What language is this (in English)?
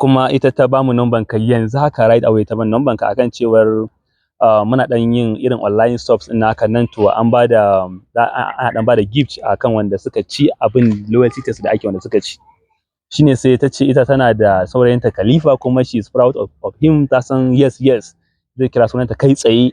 Hausa